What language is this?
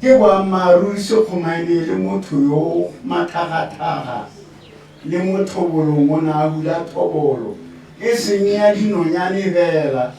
Tswana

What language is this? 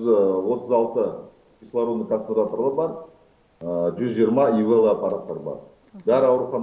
Kazakh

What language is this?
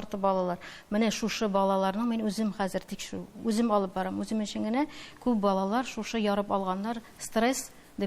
Tatar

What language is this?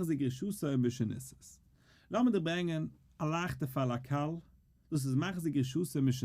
Yiddish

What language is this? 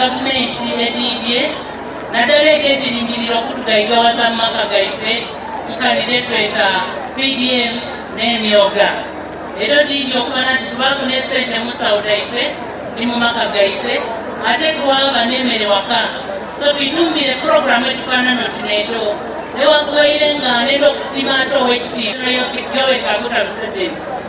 Soga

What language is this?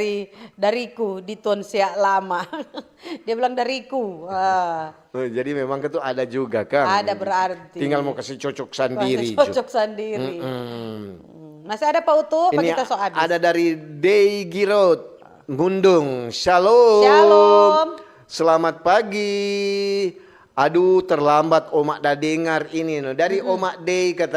Manado Malay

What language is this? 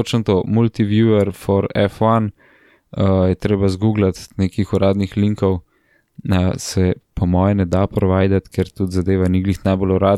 Slovenian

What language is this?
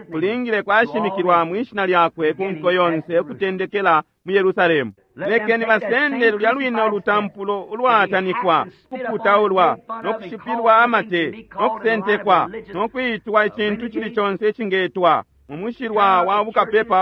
Bemba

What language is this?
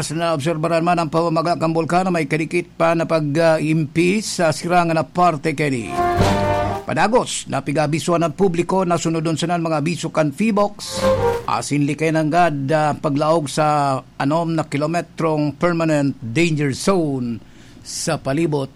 Bikol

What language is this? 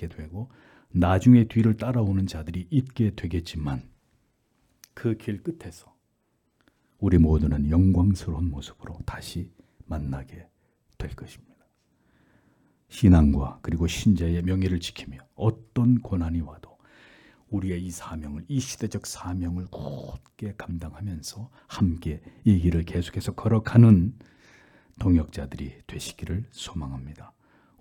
Korean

